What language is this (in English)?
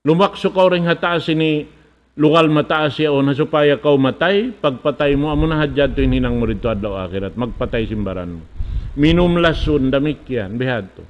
Tausug